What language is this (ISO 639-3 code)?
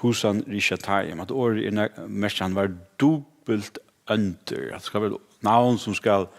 fao